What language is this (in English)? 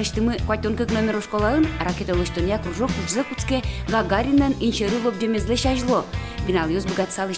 Udmurt